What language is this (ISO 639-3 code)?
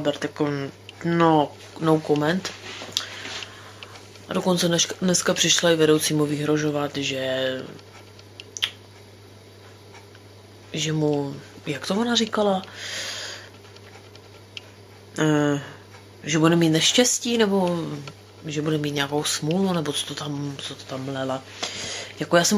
ces